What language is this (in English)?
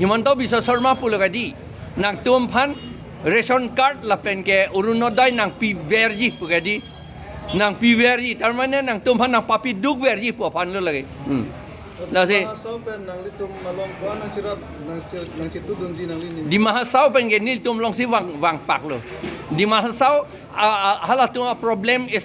Karbi